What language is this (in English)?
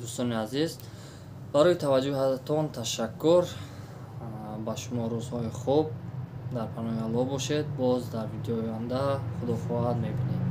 Tajik